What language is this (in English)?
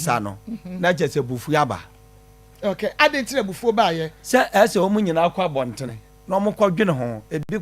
Akan